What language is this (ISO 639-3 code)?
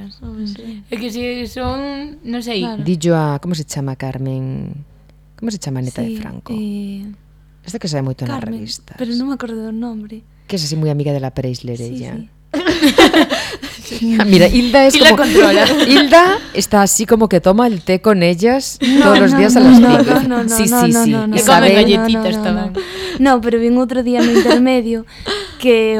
glg